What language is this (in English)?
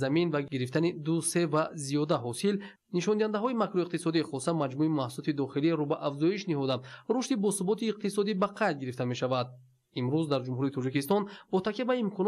Tajik